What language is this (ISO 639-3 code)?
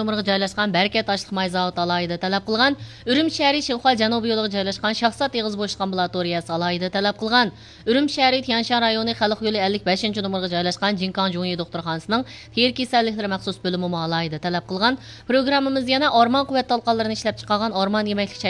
uig